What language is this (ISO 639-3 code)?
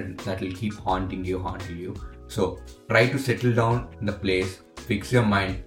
tel